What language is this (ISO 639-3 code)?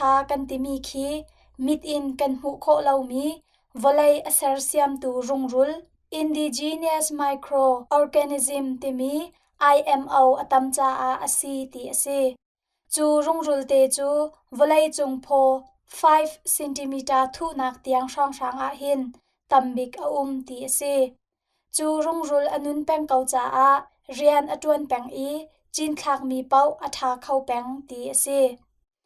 cnh